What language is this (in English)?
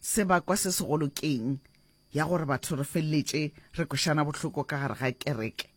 Northern Sotho